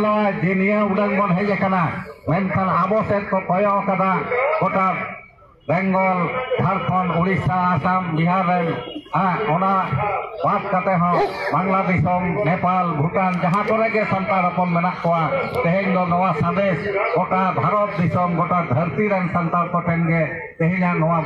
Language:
Santali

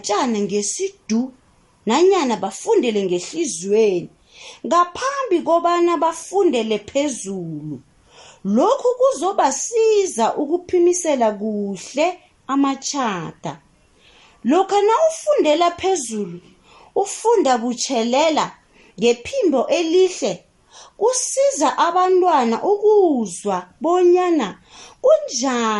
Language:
South Ndebele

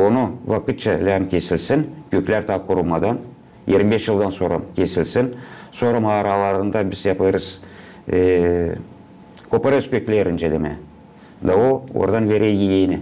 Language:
Gagauz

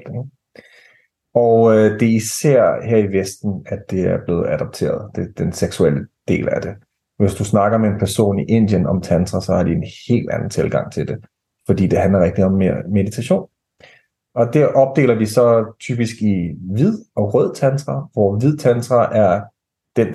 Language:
Danish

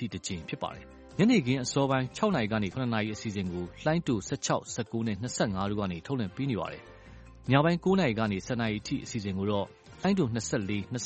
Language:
Burmese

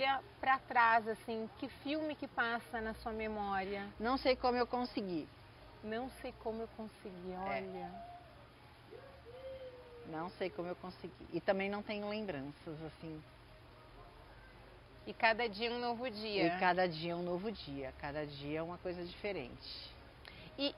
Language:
Portuguese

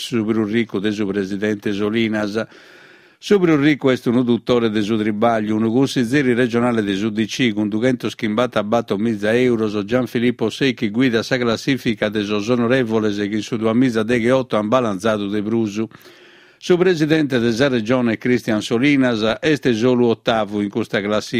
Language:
Sardinian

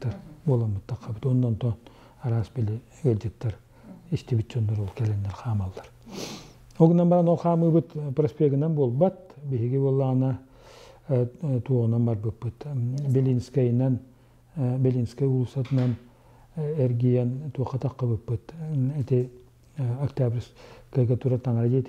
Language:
Yakut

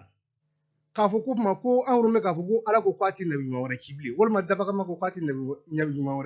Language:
Bambara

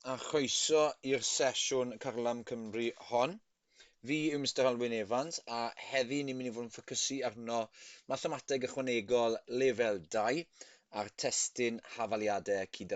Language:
Welsh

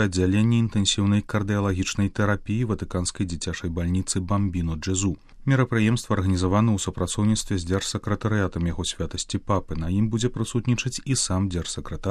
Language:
Belarusian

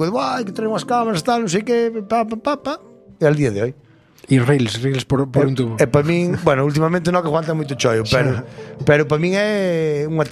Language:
Galician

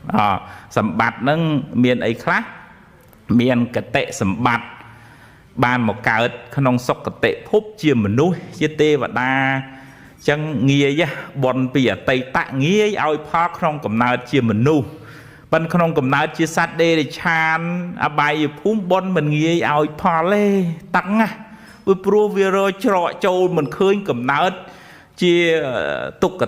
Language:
Khmer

